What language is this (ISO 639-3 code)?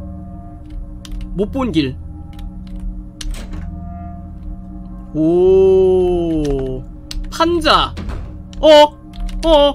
kor